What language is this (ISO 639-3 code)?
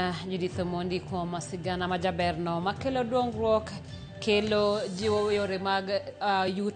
luo